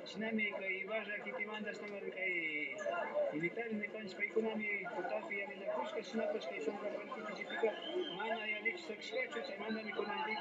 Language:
Imbabura Highland Quichua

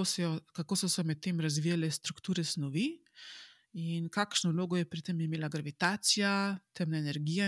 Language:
Slovenian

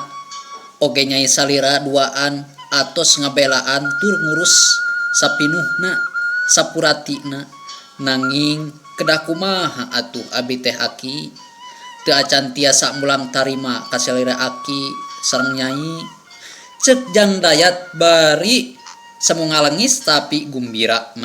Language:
Sundanese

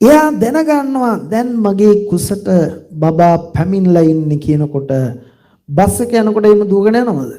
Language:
Sinhala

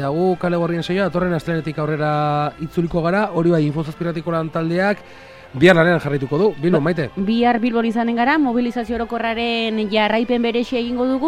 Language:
Basque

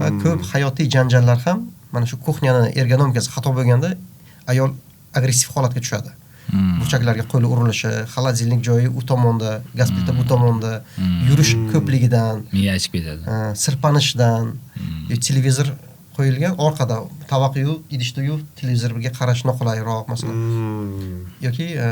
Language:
Uzbek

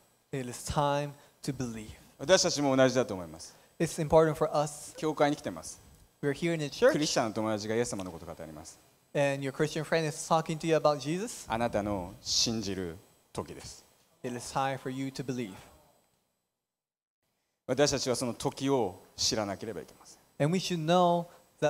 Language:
Japanese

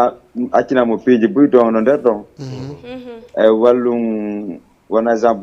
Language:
Fula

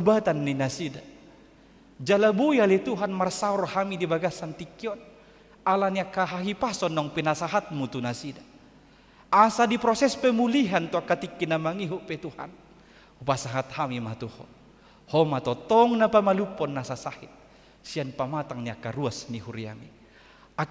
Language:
Batak Toba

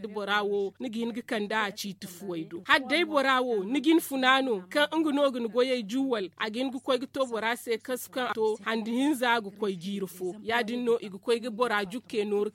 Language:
Zarma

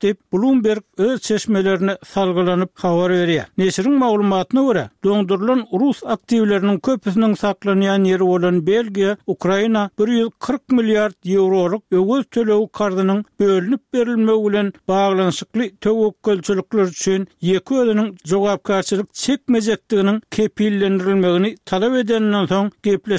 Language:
Turkmen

